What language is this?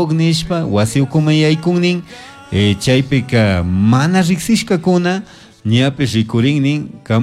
Chimborazo Highland Quichua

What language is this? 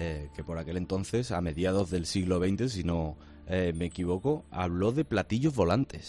Spanish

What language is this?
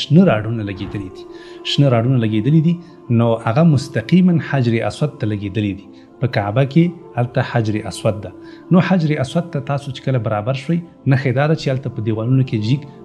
Pashto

